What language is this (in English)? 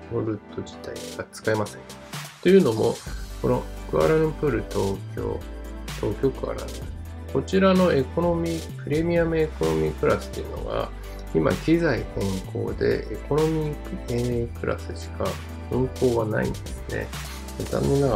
Japanese